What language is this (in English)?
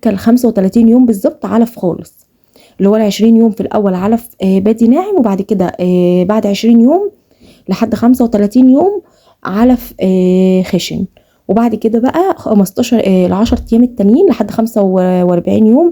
Egyptian Arabic